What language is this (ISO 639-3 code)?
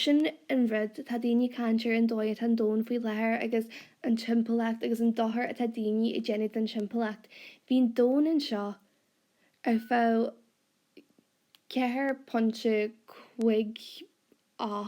gle